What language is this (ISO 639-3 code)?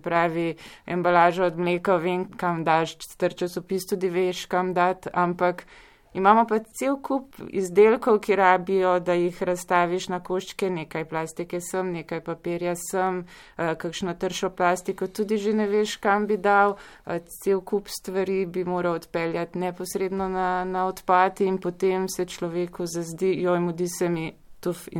slv